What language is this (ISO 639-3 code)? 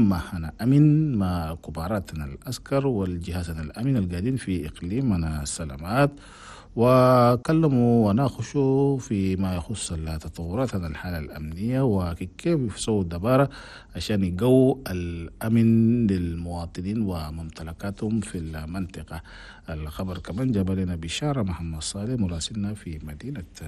shu